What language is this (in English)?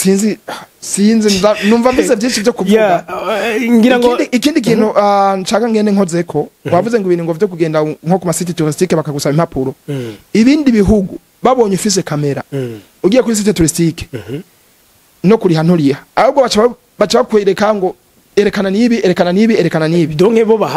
Rundi